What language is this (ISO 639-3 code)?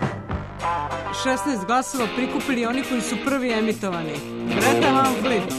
srp